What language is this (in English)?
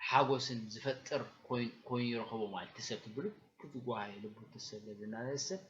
Tigrinya